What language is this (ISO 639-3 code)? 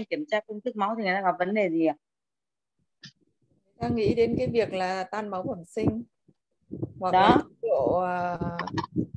vie